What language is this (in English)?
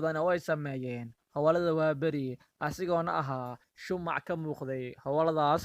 Somali